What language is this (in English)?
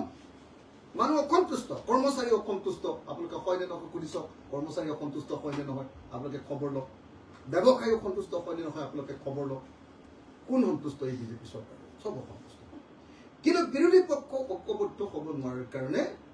Assamese